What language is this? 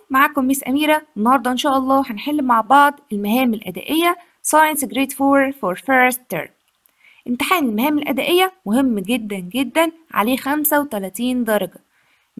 Egyptian Arabic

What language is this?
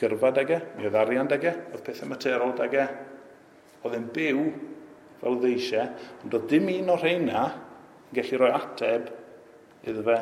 Welsh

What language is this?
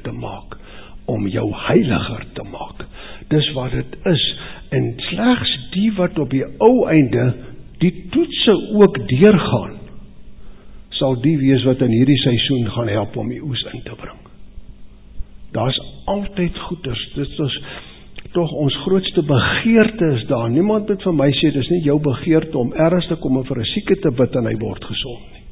Afrikaans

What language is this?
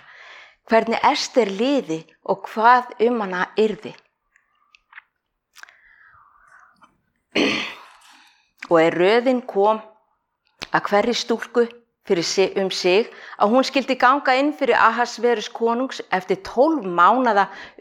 Icelandic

